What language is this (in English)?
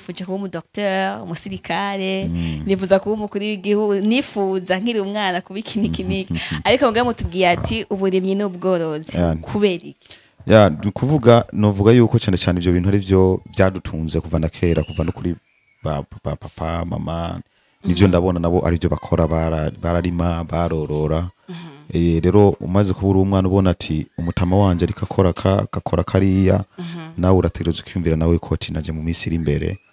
Rundi